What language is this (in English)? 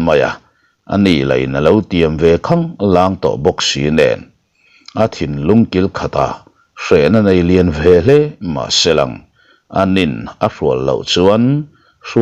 Mizo